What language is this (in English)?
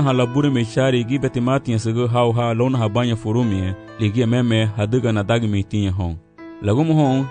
Garifuna